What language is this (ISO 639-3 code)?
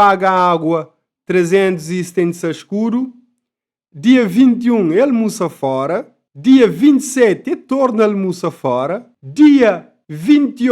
kea